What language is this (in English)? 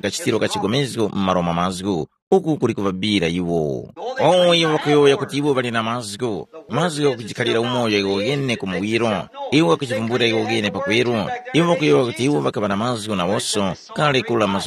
Tumbuka